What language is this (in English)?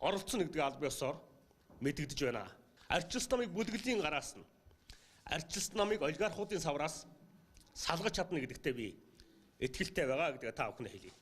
Mongolian